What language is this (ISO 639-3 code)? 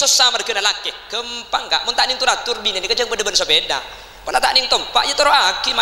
mad